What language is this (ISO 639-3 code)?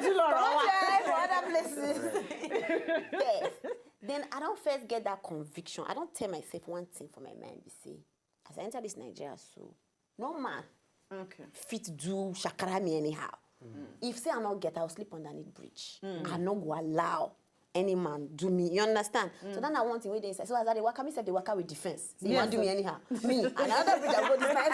pcm